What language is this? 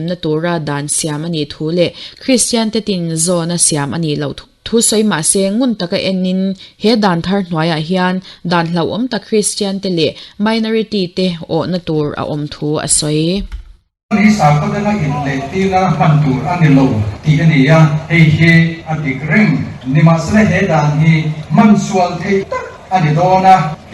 Mizo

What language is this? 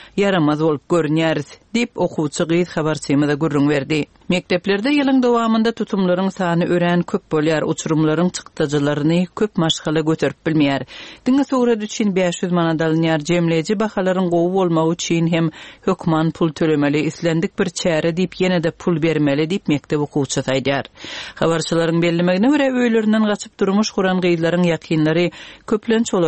Turkmen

